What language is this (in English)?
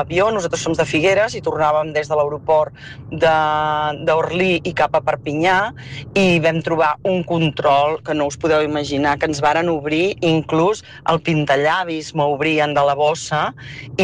Catalan